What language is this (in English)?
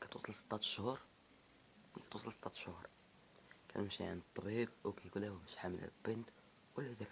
Moroccan Arabic